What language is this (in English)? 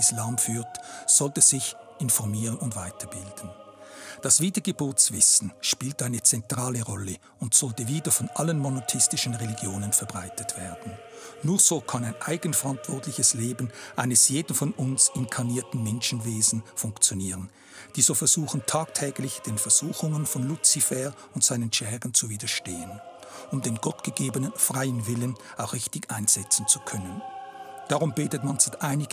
Swiss German